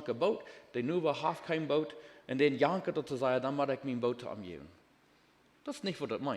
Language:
Plautdietsch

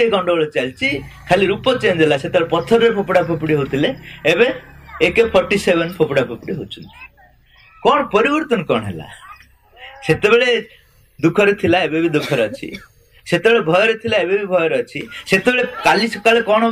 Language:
Odia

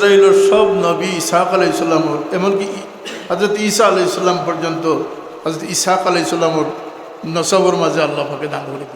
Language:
Sylheti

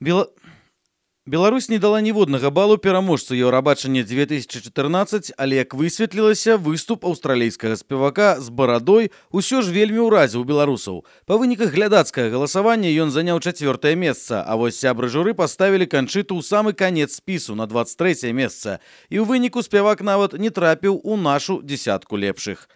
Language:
Belarusian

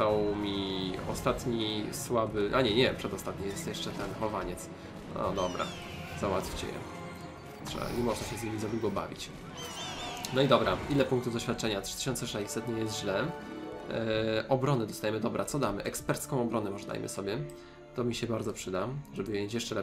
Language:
Polish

